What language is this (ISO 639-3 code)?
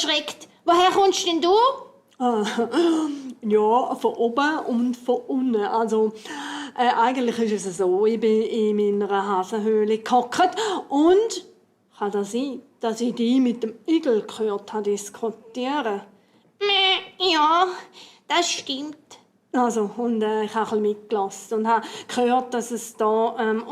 gsw